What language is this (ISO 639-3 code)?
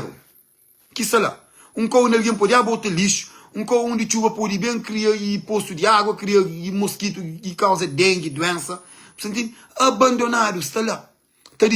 kea